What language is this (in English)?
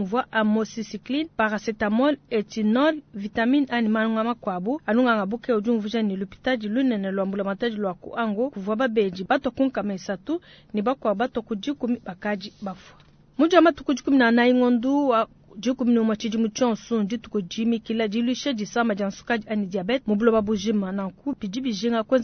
Luba-Lulua